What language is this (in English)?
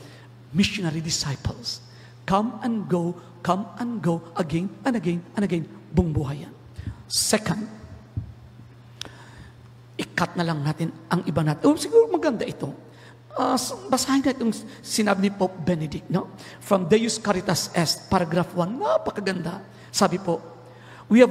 Filipino